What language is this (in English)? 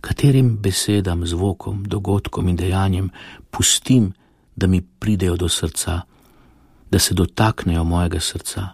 Slovenian